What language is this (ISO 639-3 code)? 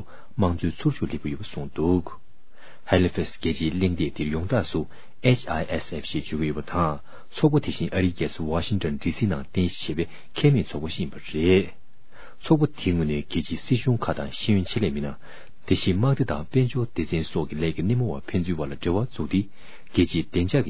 bod